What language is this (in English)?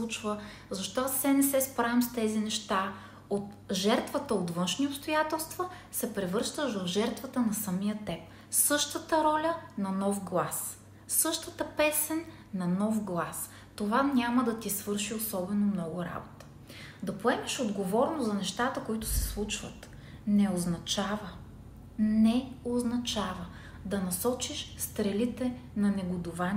Bulgarian